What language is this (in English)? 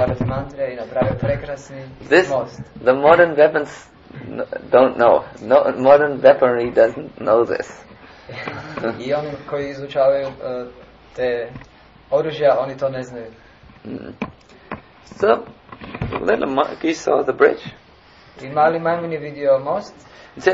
Croatian